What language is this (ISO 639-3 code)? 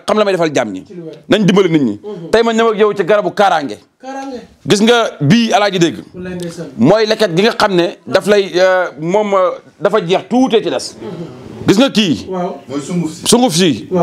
wol